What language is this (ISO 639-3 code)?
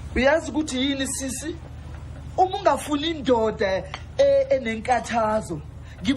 zul